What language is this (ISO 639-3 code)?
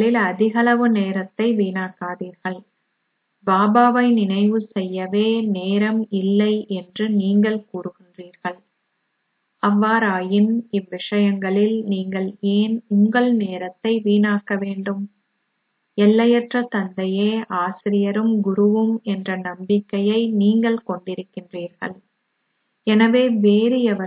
tam